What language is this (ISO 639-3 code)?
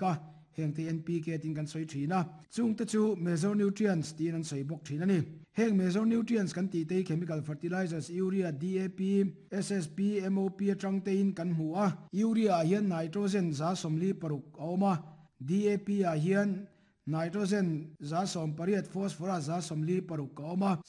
lus